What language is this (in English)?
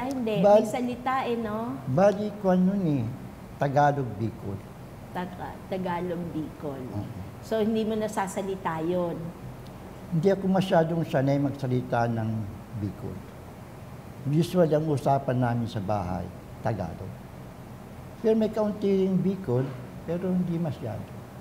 Filipino